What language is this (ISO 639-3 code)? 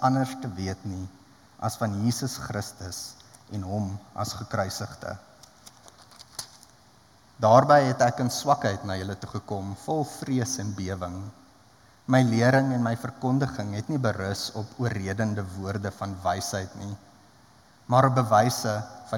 afr